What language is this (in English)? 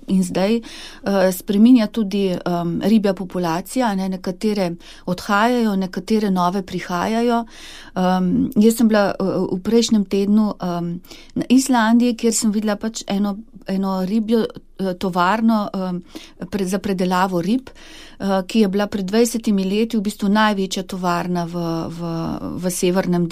Slovenian